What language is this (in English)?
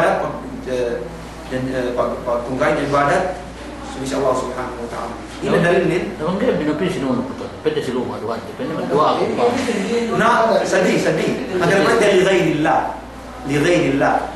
Yakan